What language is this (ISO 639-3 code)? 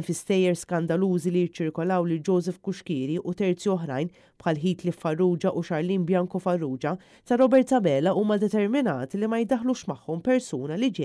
mlt